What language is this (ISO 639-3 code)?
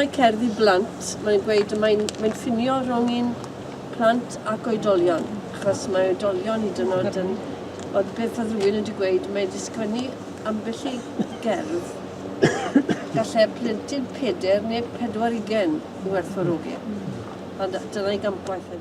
cym